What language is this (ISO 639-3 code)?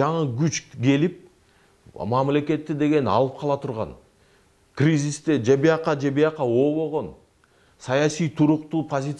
kir